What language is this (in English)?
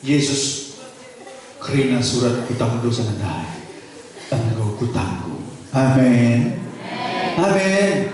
Batak Karo